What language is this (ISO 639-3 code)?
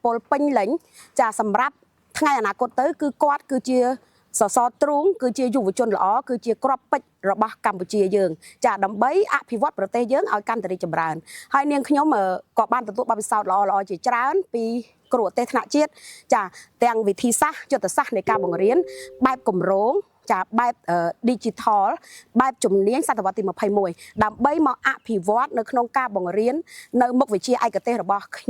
khm